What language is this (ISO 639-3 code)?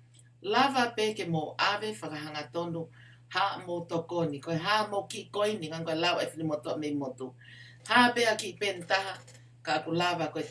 ton